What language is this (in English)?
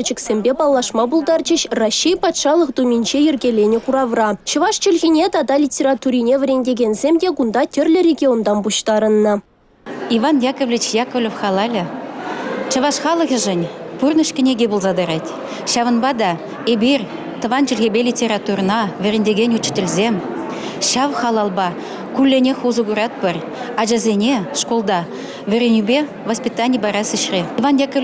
Chuvash